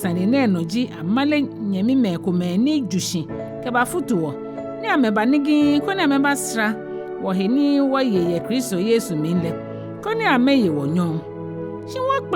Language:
Ga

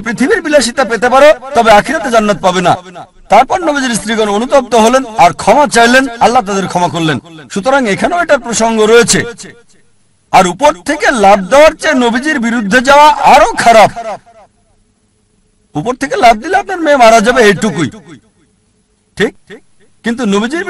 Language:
Bangla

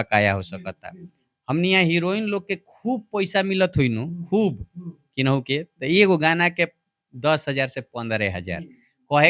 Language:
Bhojpuri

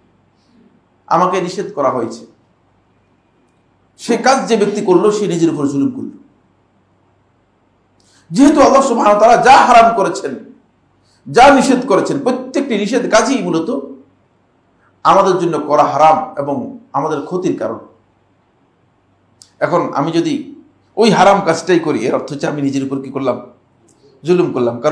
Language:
Bangla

